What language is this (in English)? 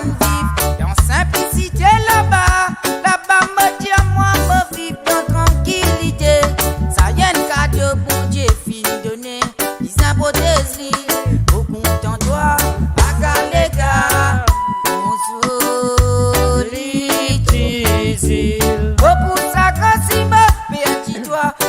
Morisyen